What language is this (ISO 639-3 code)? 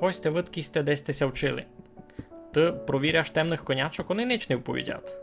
rue